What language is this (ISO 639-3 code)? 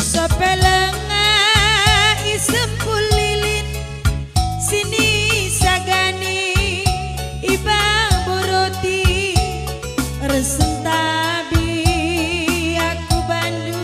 btx